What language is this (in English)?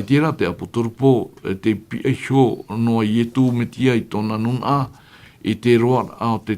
Tahitian